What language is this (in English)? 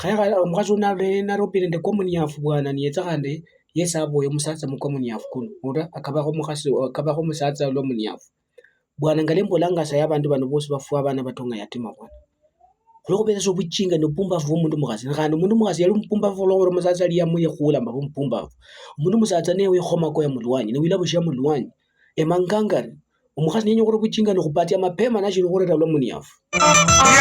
Luyia